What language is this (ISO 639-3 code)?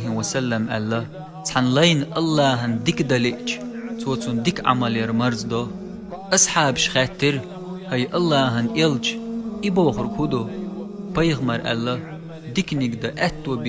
che